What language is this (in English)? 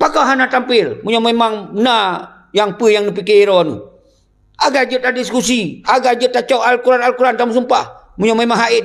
Achinese